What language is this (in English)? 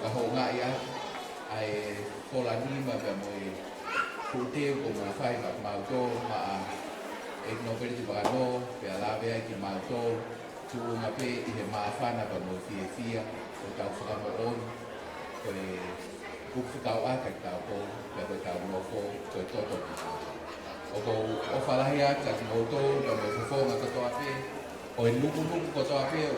Tongan